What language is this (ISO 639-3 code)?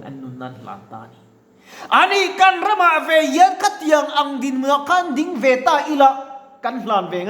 lus